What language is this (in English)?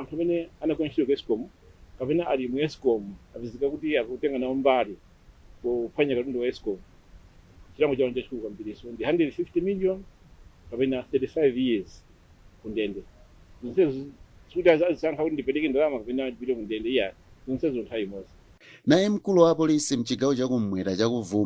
Nyanja